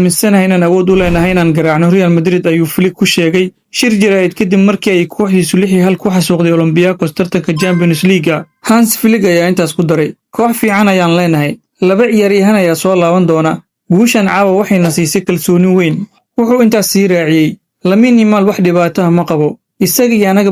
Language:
Somali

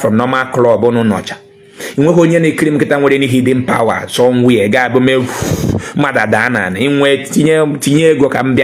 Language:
Igbo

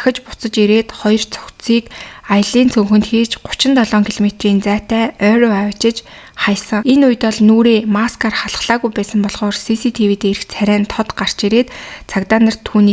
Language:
Mongolian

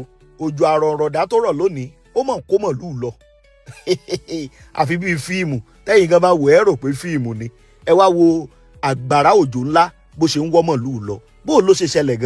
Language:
Yoruba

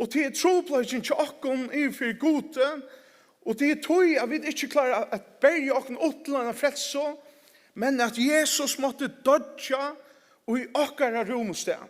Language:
Faroese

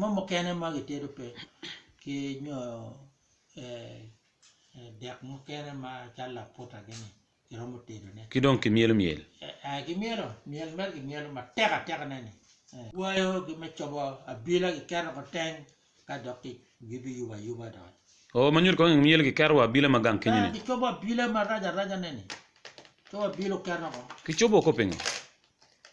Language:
Acoli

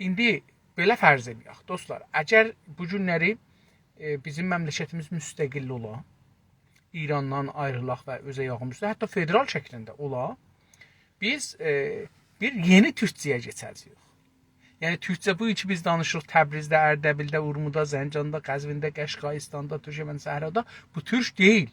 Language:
South Azerbaijani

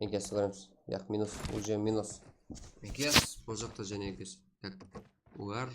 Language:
Kara-Kalpak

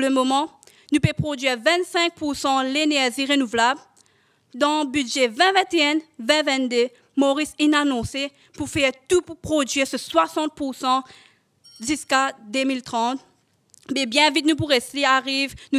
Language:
Morisyen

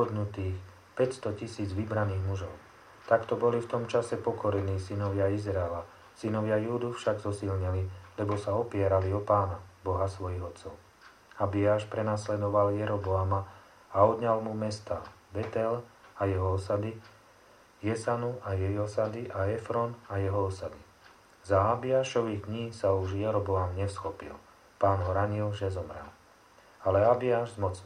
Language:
Slovak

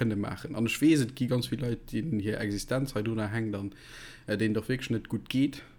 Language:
Luxembourgish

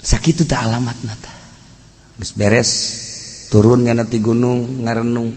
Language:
Sundanese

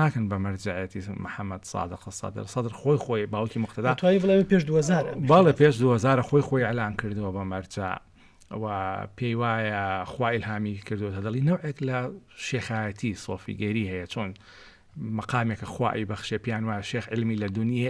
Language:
Central Kurdish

